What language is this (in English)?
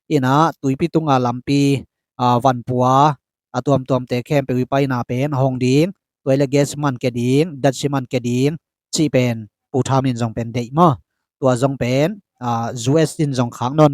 Tedim Chin